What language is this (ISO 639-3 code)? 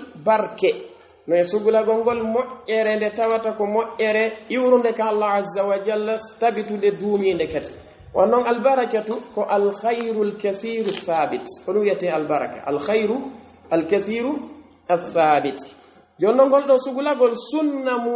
fuf